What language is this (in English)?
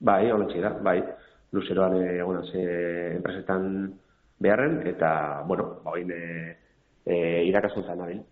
Basque